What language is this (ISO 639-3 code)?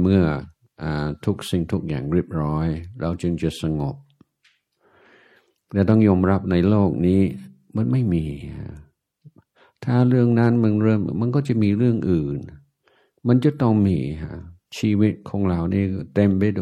tha